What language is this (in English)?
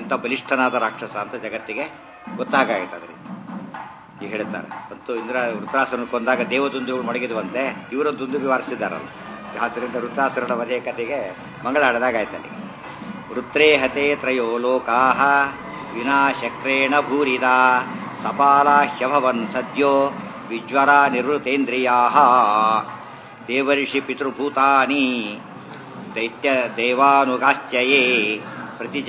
Kannada